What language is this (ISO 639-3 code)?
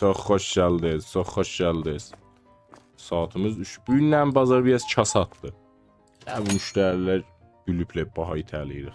azb